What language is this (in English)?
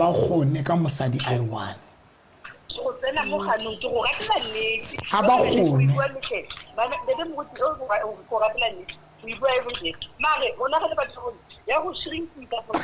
Southern Sotho